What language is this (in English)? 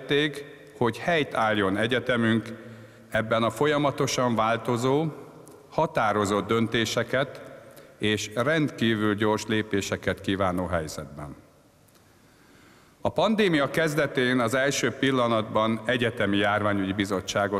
Hungarian